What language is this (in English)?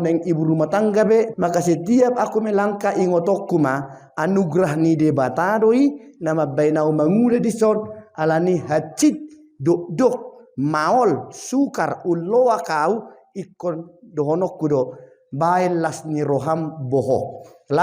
Batak Toba